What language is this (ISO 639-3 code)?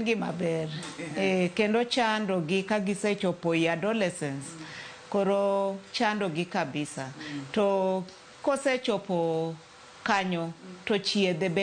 luo